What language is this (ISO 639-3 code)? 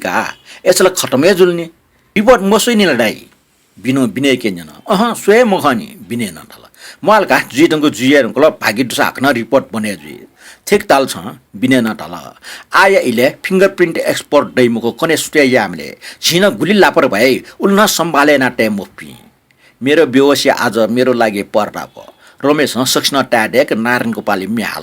new